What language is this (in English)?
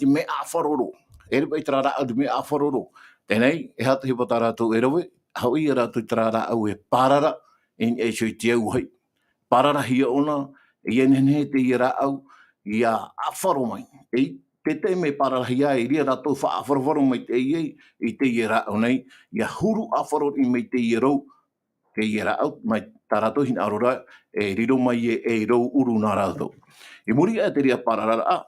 Tahitian